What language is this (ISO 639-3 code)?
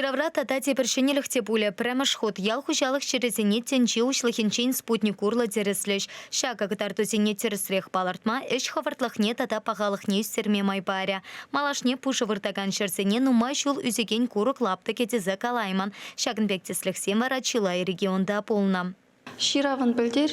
chv